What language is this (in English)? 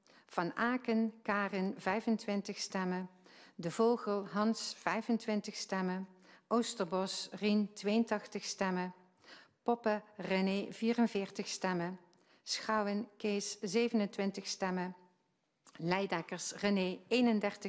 Dutch